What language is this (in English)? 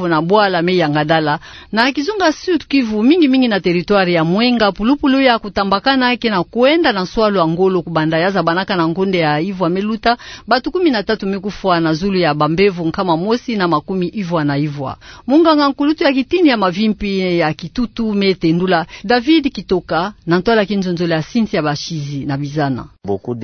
Kituba (Democratic Republic of Congo)